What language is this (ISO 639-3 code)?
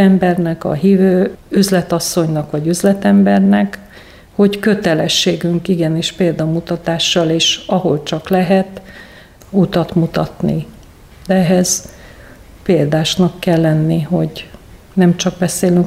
hun